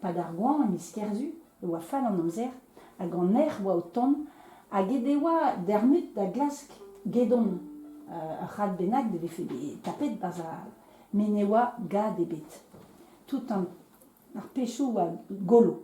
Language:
Breton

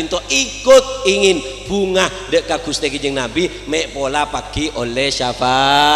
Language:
Madurese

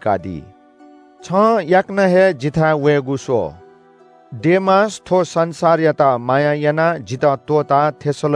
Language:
Newari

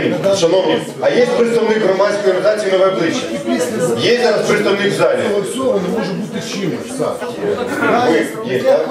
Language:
Ukrainian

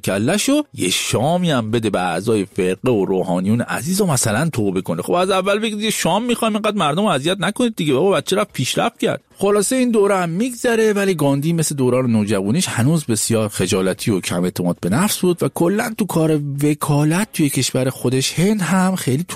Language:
Persian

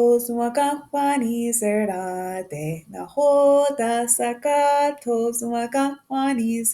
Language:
Mohawk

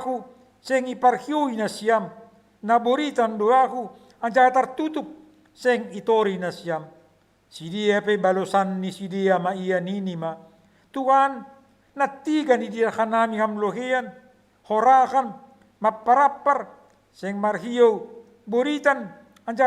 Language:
Batak Simalungun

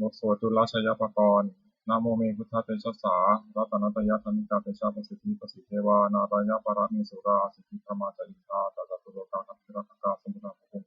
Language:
Pali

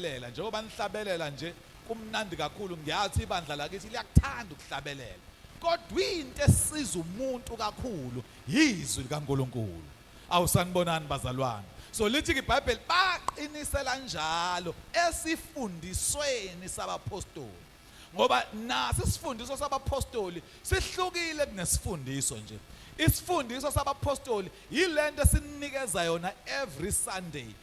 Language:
Zulu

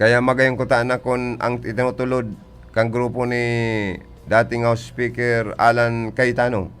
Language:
Bikol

